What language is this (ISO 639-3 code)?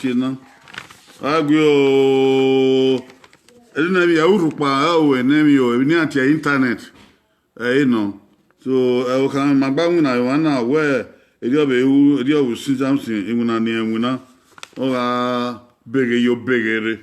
bin